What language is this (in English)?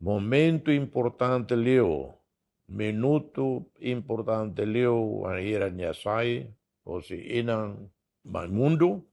Tetum